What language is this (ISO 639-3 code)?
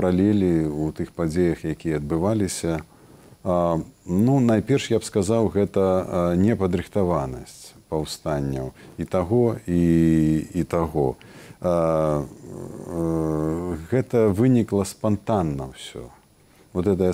bel